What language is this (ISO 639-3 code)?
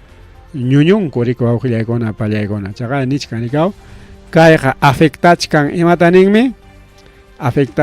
quy